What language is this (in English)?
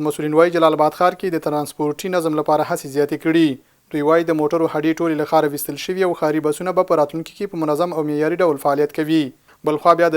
Pashto